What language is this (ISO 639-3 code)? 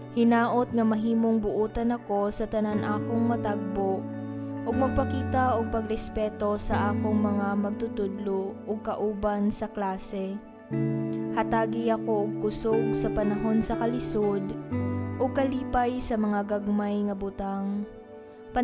ceb